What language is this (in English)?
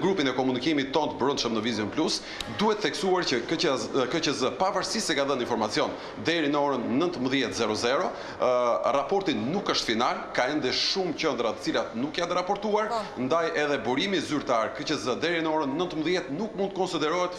Albanian